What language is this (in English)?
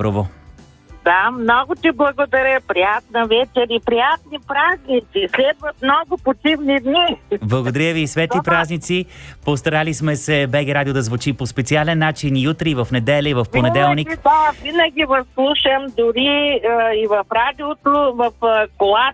Bulgarian